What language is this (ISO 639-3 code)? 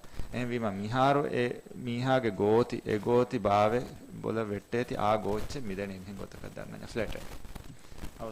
div